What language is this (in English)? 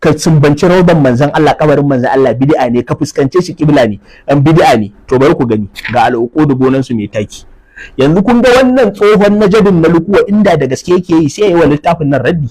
Hausa